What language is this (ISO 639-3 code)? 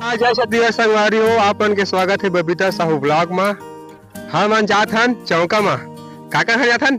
hne